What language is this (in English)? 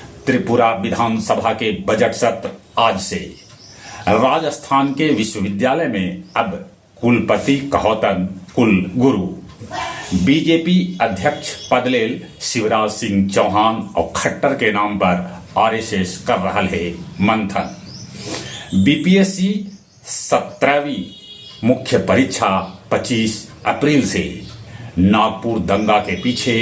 Magahi